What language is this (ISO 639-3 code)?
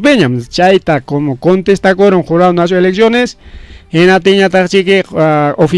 quy